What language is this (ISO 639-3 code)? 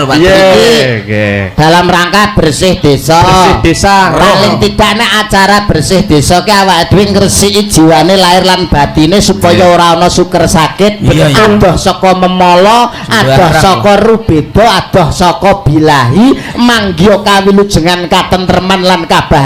jav